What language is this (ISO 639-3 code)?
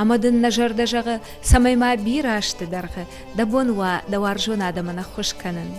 oss